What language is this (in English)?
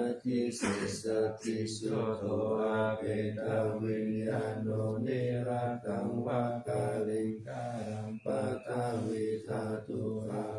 Pali